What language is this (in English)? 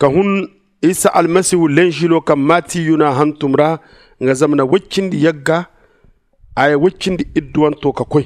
Zarma